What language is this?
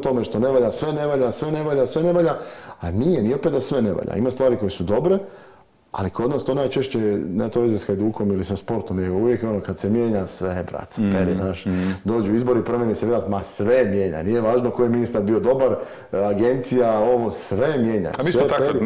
Croatian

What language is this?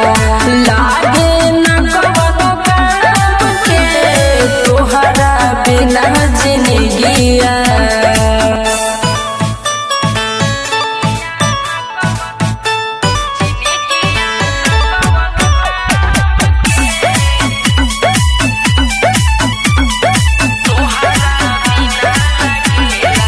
Bhojpuri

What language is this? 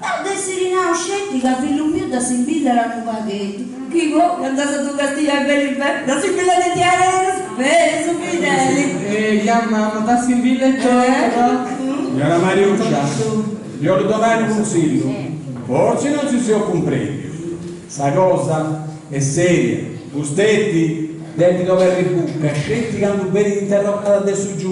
Sardinian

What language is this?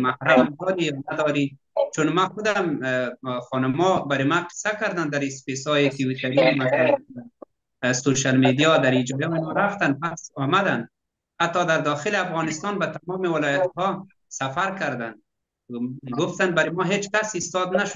Persian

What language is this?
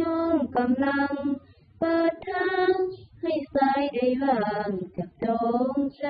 Lao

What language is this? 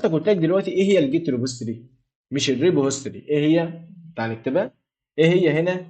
Egyptian Arabic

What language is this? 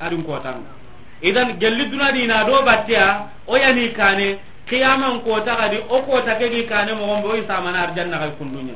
Soninke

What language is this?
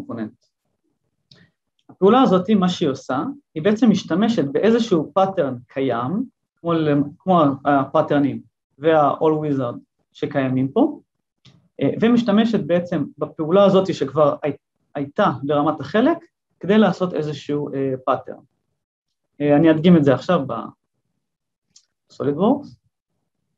Hebrew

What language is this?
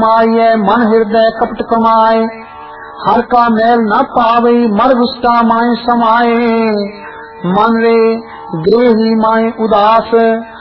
Punjabi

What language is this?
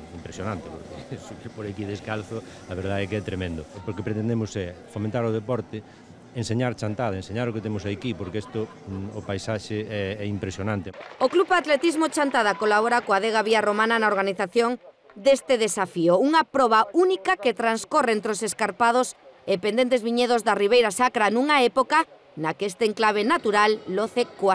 Galician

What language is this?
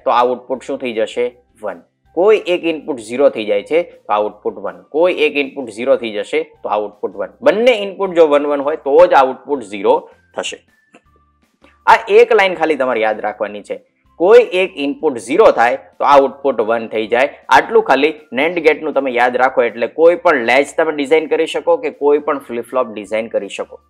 Gujarati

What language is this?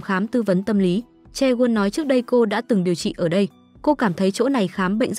Vietnamese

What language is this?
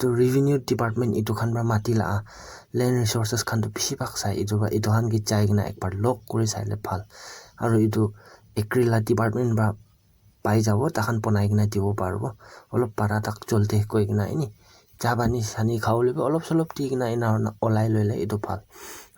Naga Pidgin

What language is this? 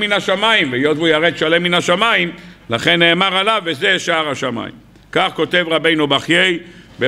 Hebrew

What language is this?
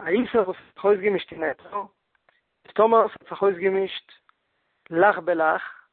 Yiddish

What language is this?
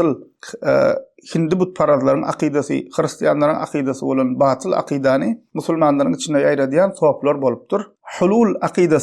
Turkmen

